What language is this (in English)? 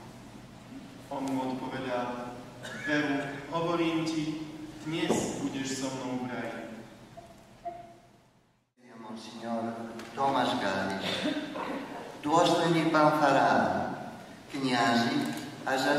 Slovak